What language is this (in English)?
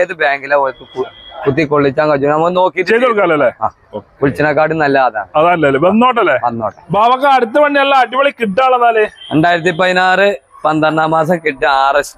Malayalam